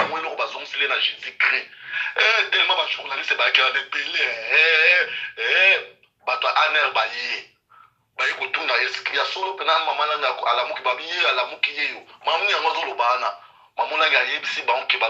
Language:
Lingala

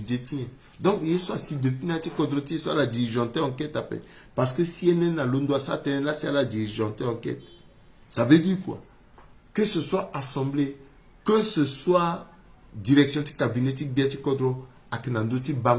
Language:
Sango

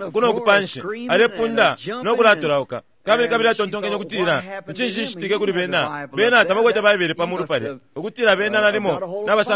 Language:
Bemba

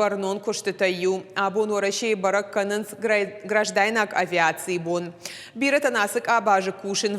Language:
Ossetic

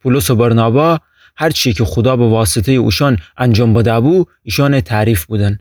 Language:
Gilaki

